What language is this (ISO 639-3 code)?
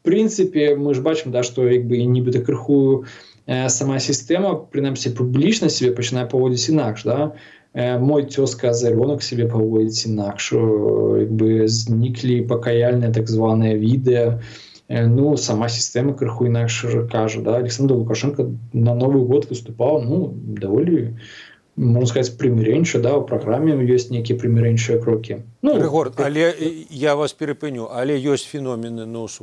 bel